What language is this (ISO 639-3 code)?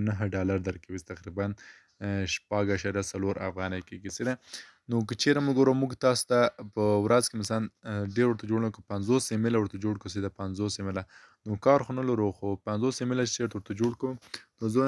pus